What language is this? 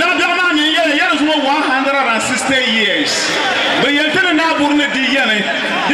Dagbani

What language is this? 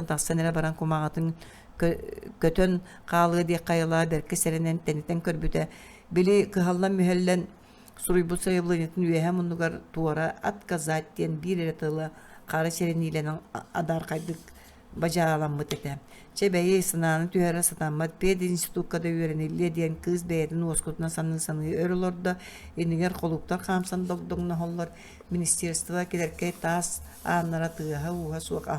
Yakut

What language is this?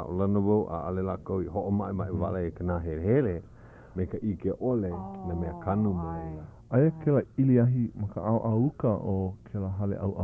Hawaiian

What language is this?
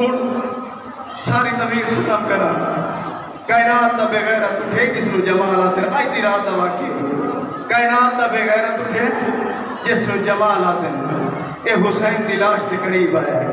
Saraiki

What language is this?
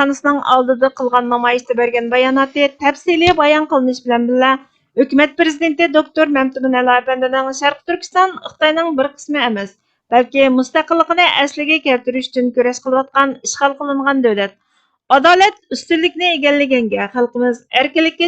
Uyghur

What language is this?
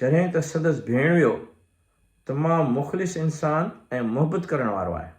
Sindhi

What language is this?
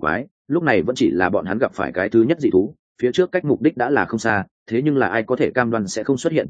Vietnamese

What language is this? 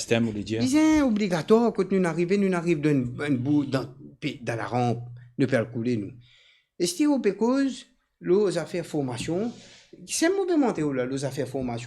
Morisyen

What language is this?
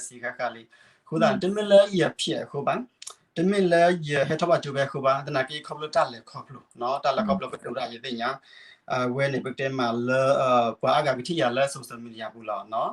S'gaw Karen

